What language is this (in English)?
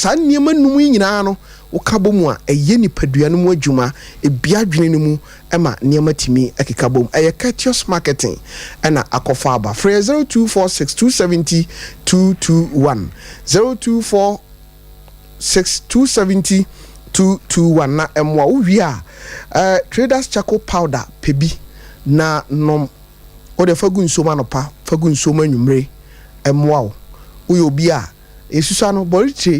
Akan